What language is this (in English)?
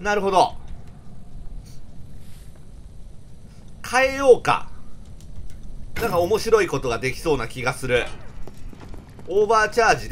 Japanese